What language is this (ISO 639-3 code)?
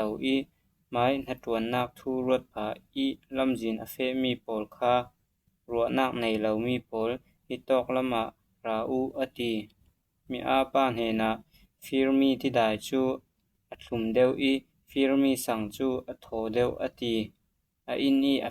cfm